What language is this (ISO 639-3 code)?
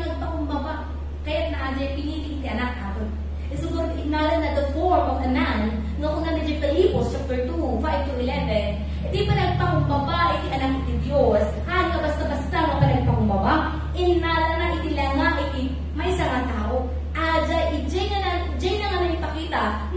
ilo